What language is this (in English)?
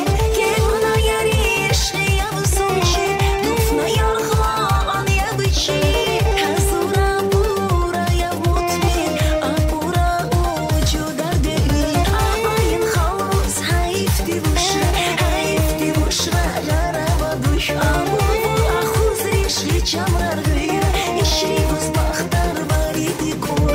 Tabassaran